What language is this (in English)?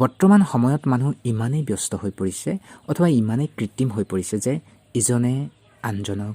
Assamese